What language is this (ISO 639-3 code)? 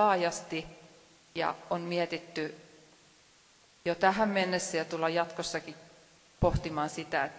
fin